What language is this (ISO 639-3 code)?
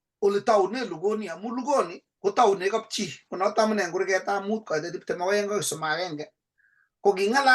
kln